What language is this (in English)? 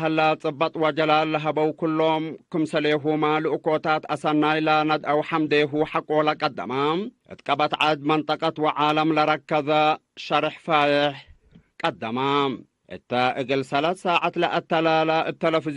Tigre